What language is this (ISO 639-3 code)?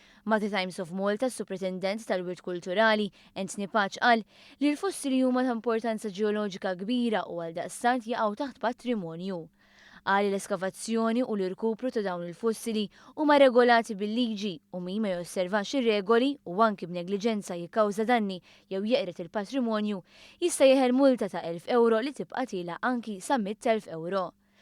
mlt